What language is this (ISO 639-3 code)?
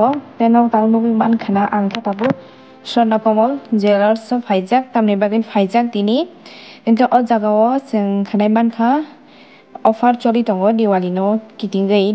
trp